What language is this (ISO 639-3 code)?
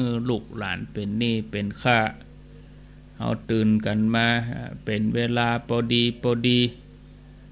tha